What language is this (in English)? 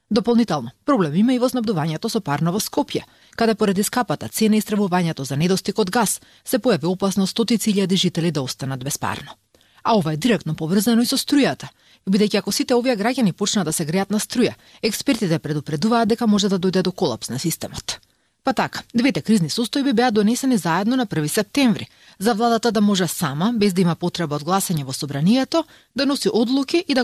Macedonian